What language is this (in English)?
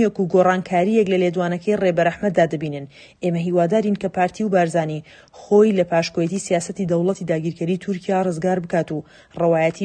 Central Kurdish